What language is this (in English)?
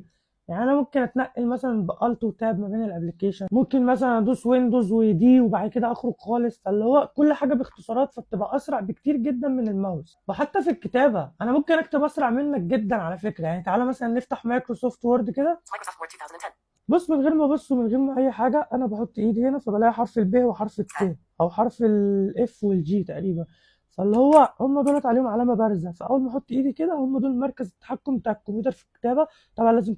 Egyptian Arabic